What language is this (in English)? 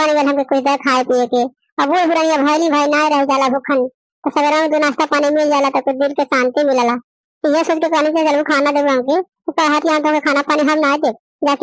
Bhojpuri